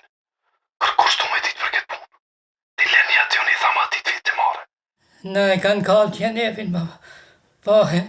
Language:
Albanian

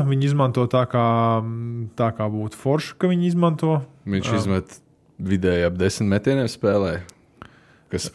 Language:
Latvian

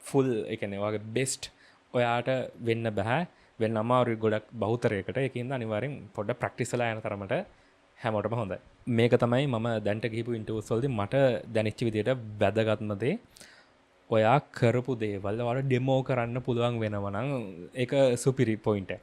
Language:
Sinhala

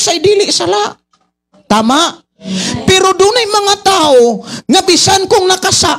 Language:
Cebuano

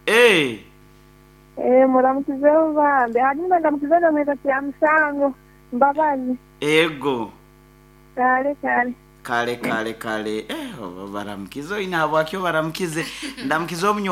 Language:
Nyoro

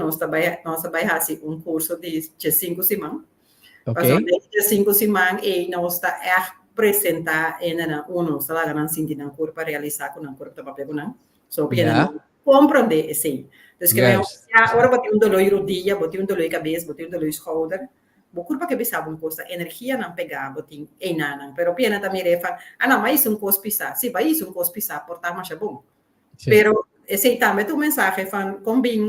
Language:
Papiamento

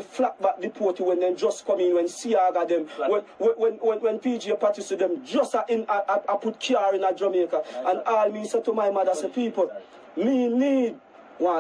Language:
Jamaican Creole English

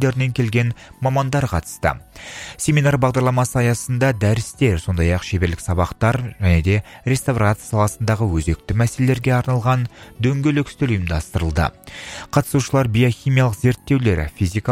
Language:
Kazakh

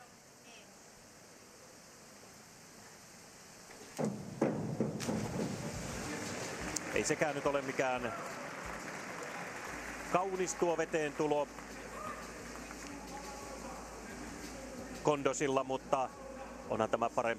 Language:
Finnish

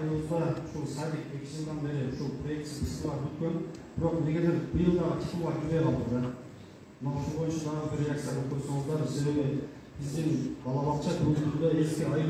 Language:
Kyrgyz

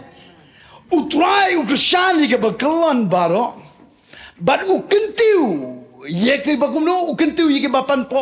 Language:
Khasi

